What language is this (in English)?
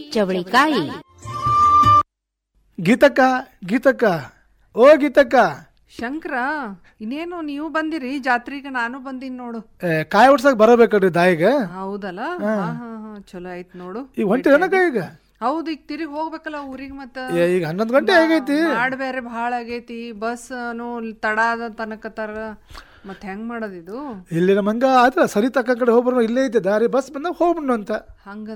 Kannada